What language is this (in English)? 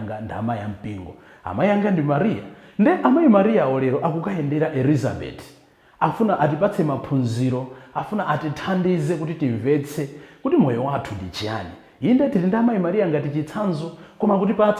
Nyanja